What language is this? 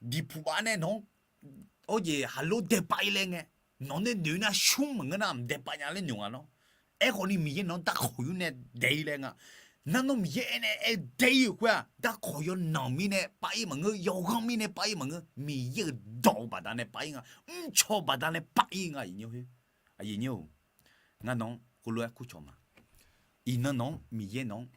Akha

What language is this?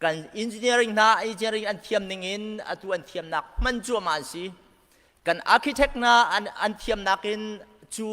Hakha Chin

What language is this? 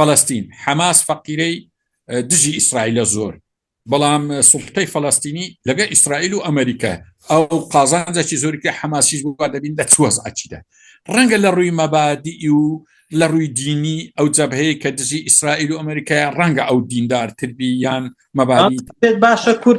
Central Kurdish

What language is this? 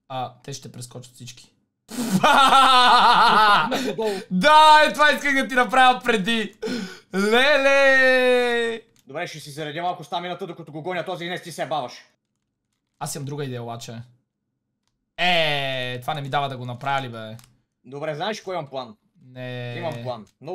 Bulgarian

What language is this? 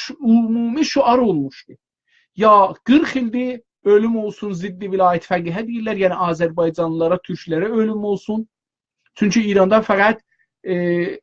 South Azerbaijani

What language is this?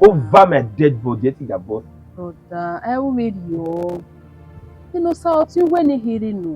Bini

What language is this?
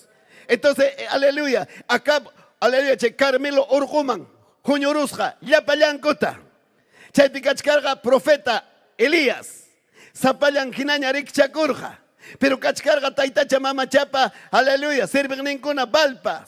Ayacucho Quechua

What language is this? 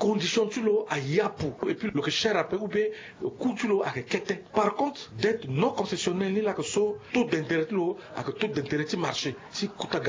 Sango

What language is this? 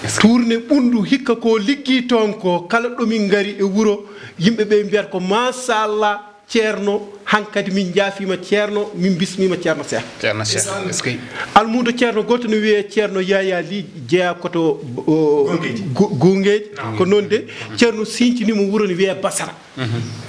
Fula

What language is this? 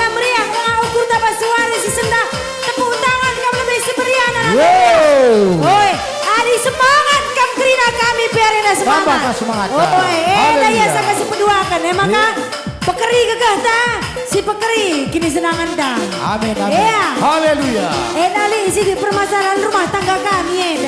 Batak Karo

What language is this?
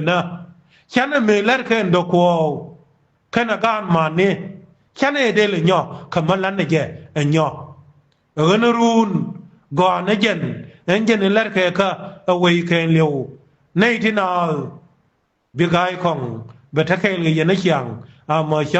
Nuer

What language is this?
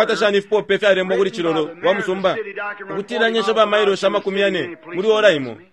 Bemba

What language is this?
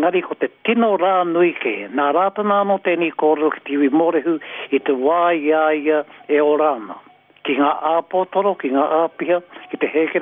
Māori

